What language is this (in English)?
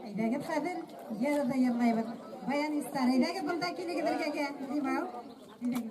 Bashkir